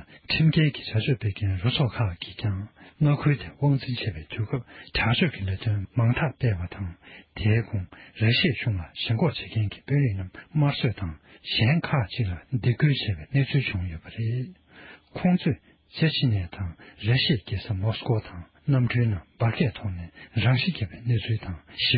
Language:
Tibetan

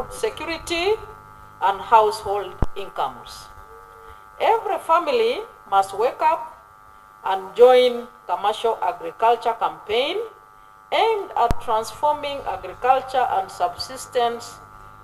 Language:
Nyankole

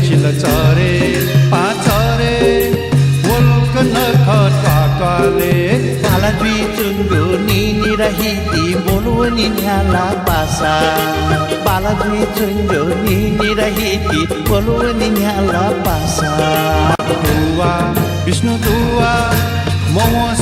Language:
Newari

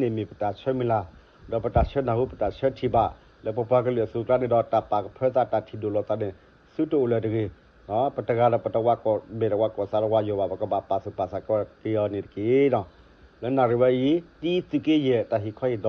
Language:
S'gaw Karen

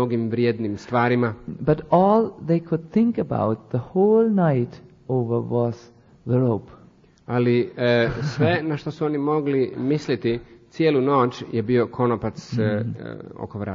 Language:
Croatian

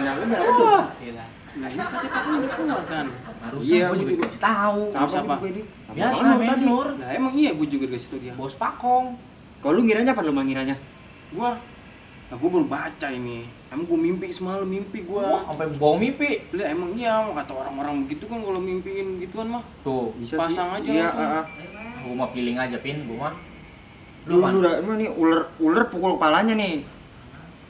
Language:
Betawi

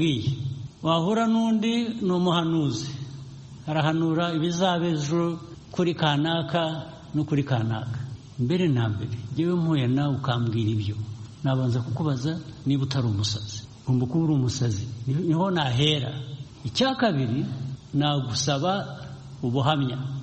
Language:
Kinyarwanda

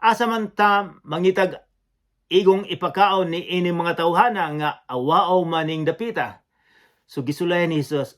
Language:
Cebuano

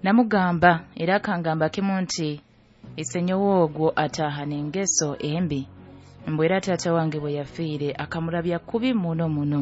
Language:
Nyoro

